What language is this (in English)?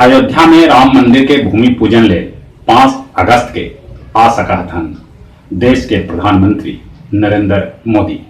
Magahi